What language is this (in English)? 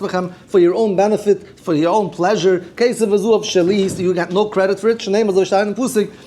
Yiddish